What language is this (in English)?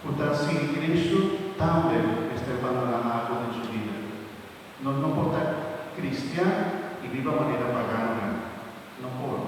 Papiamento